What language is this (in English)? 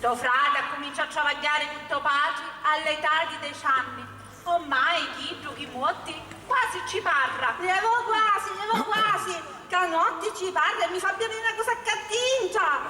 Sicilian